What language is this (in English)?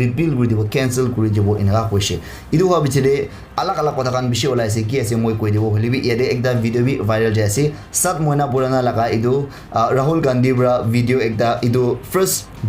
Naga Pidgin